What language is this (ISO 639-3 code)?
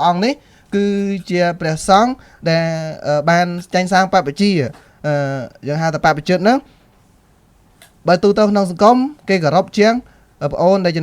khm